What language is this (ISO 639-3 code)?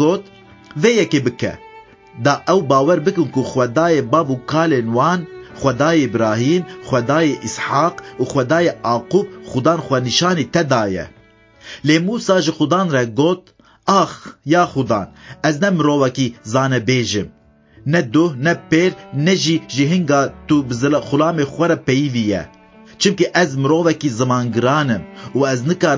kur